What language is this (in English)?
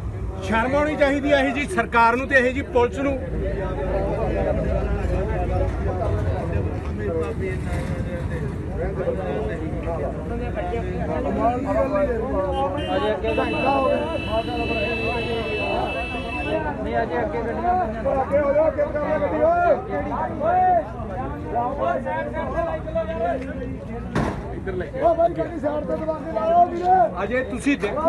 Punjabi